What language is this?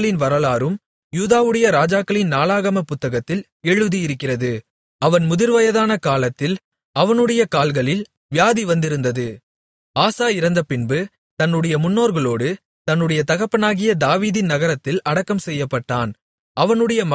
Tamil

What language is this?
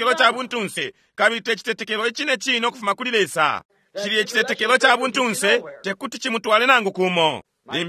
Bemba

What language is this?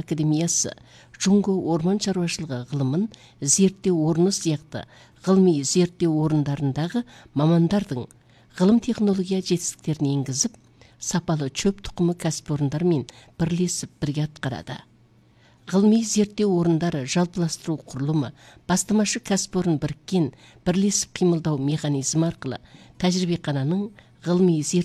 Kazakh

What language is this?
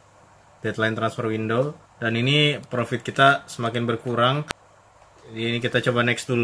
Indonesian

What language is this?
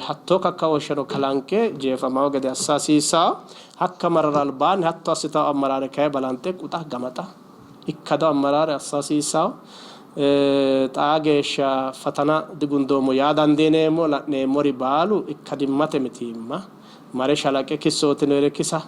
Sidamo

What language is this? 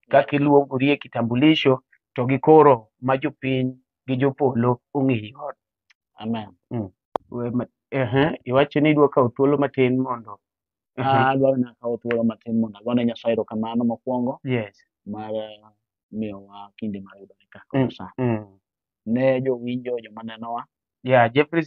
Luo (Kenya and Tanzania)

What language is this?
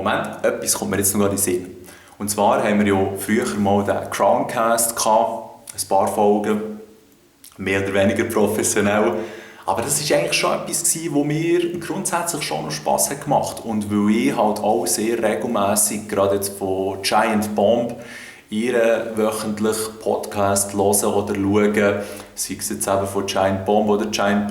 Swiss German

